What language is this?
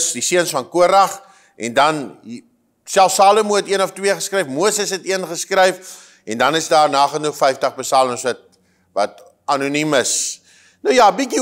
Afrikaans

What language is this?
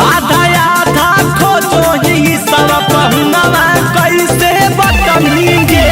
Magahi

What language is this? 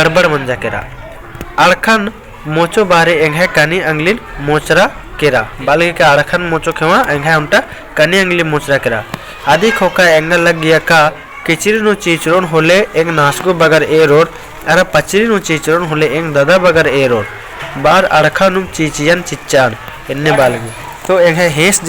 Kurukh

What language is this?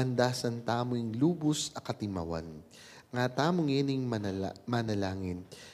Pampanga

